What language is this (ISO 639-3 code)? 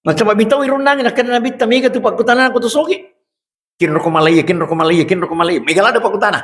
bug